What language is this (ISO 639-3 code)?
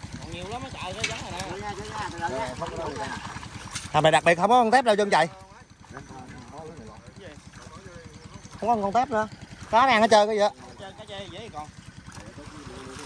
vie